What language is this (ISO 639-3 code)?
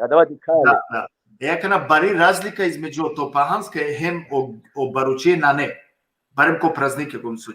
rmn